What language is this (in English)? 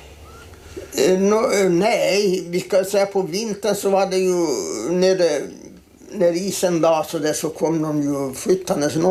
Swedish